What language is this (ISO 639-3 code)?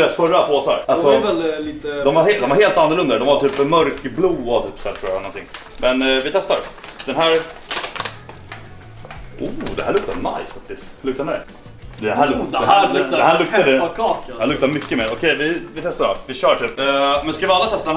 swe